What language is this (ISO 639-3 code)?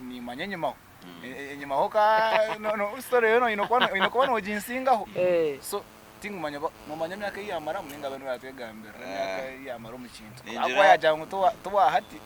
nyn